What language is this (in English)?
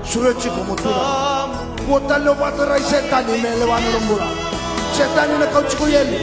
Fijian